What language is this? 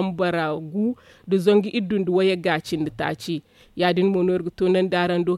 Zarma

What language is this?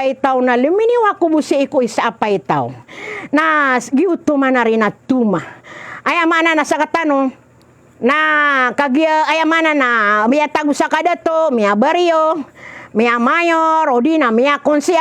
Maranao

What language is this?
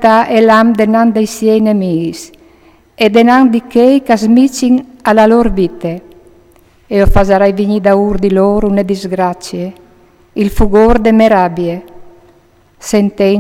Friulian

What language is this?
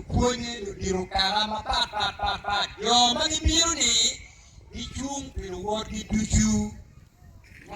Acoli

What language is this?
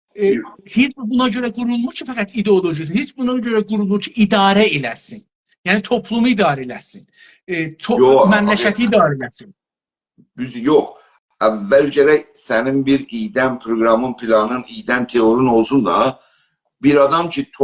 South Azerbaijani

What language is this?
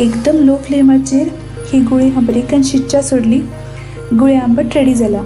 Konkani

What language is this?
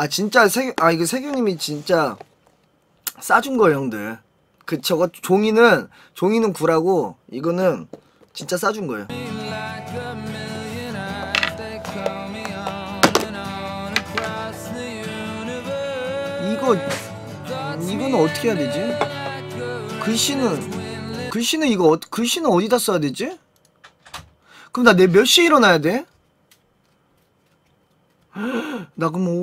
Korean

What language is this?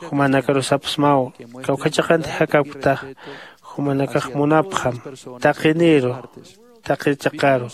Aymara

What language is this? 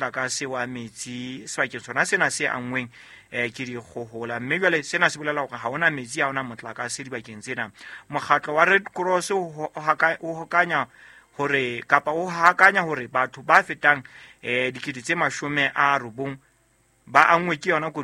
Southern Sotho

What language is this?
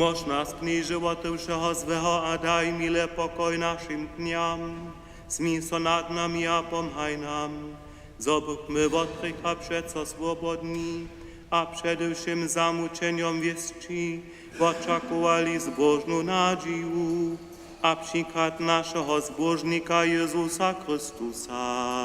Upper Sorbian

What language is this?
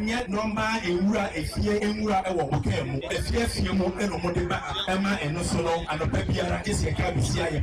Akan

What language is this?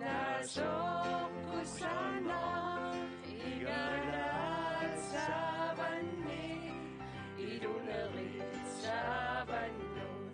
Kalaallisut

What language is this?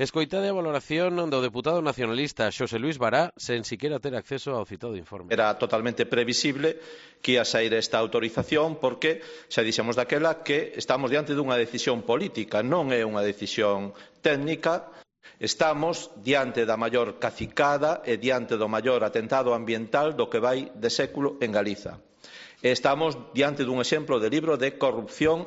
Galician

